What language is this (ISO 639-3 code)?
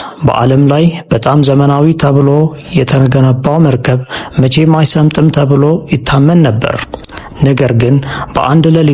amh